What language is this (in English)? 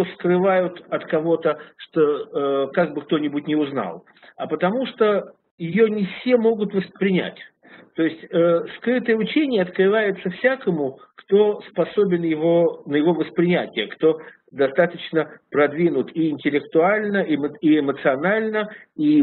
Russian